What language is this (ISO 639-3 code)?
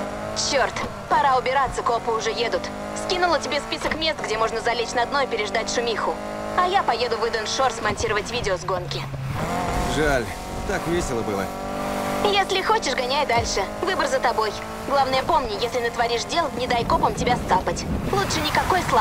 rus